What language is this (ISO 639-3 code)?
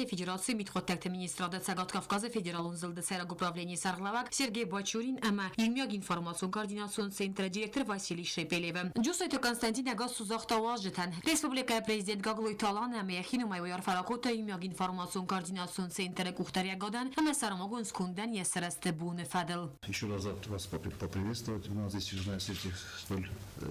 oss